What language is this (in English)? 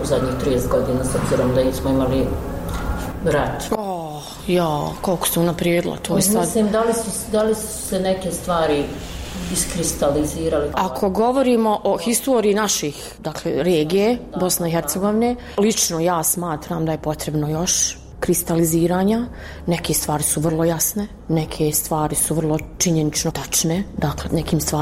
Bosnian